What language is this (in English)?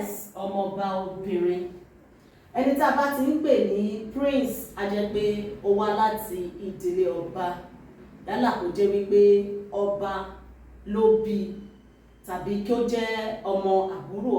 Yoruba